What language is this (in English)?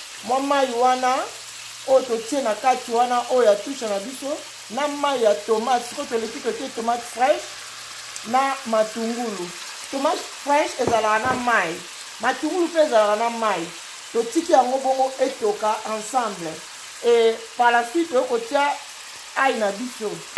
Lingala